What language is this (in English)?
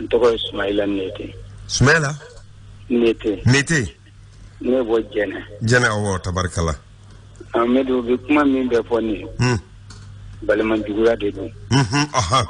Bambara